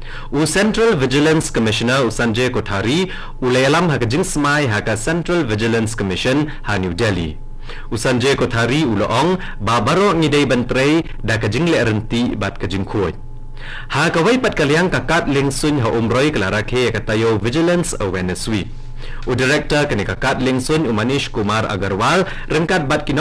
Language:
Khasi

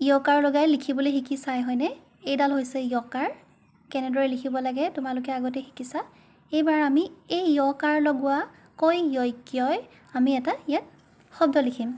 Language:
Assamese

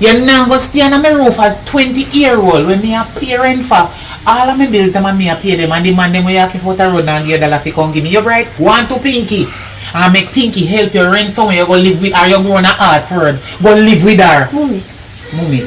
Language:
Jamaican Creole English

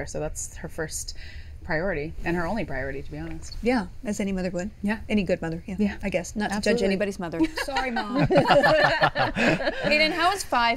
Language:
English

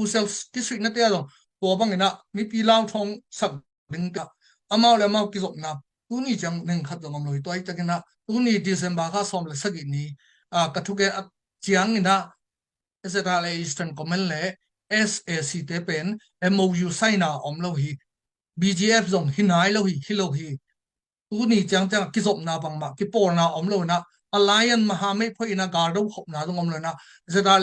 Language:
Tedim Chin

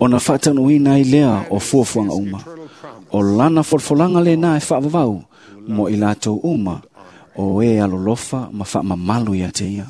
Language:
Samoan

